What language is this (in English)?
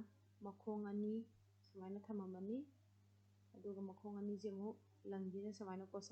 Manipuri